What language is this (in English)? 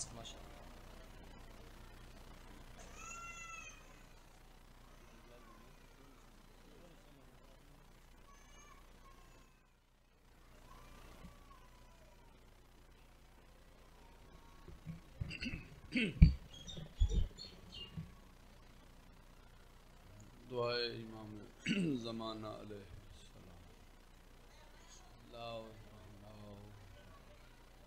Urdu